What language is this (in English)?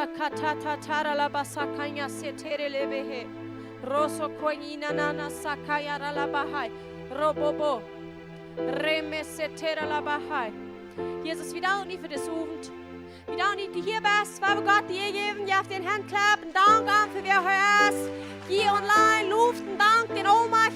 Plautdietsch